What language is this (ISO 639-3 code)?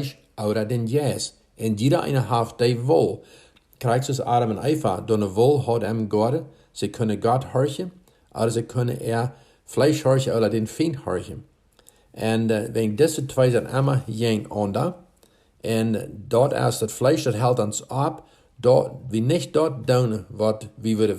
pdt